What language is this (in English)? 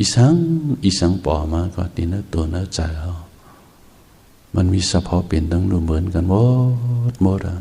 Shan